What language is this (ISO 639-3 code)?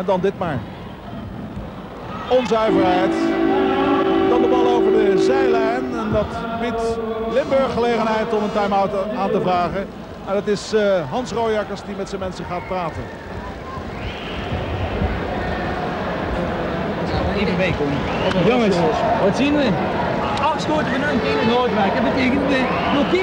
nld